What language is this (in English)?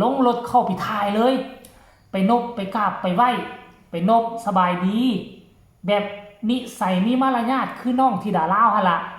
Lao